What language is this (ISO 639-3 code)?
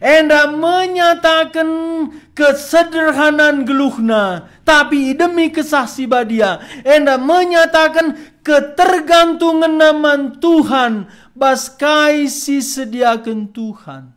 btx